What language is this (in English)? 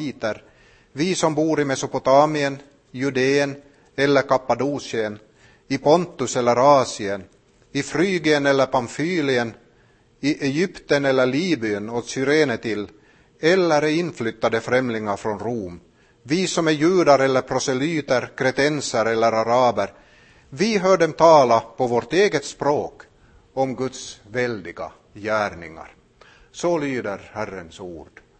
Swedish